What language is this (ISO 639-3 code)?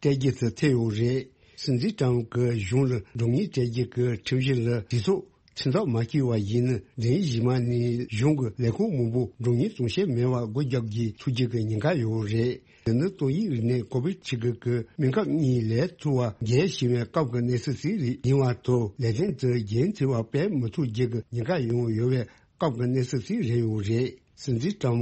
bod